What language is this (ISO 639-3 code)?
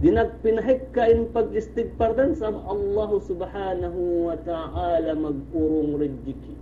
yka